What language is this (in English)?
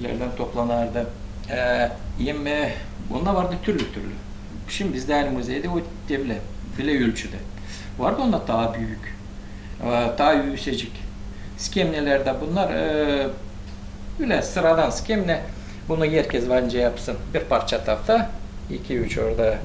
Gagauz